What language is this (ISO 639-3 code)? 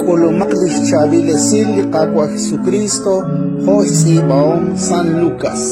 kek